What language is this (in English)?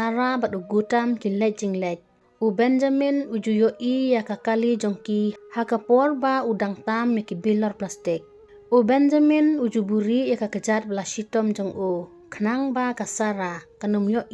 Khasi